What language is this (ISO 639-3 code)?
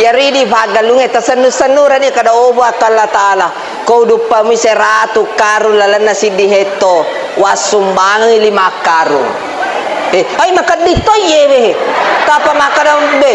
bug